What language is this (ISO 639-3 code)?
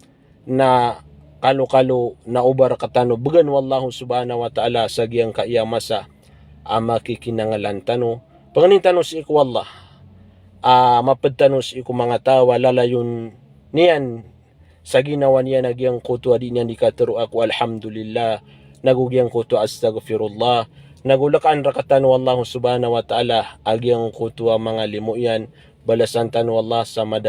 mrw